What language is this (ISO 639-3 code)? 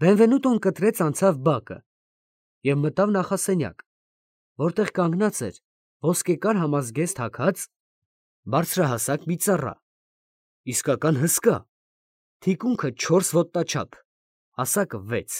hye